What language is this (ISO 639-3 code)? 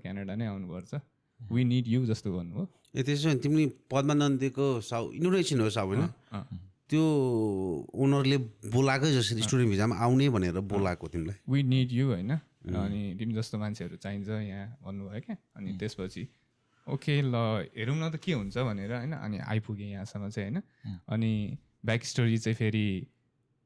nep